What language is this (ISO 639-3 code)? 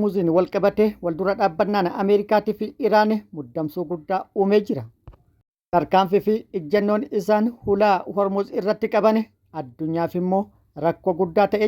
orm